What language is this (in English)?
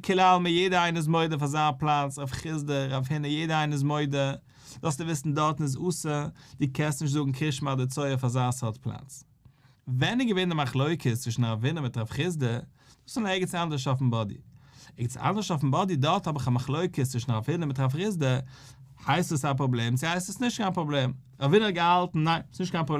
Yiddish